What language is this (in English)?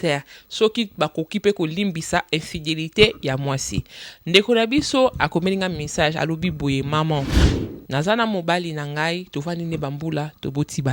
Lingala